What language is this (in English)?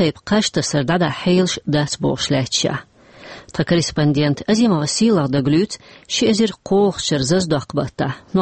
Chechen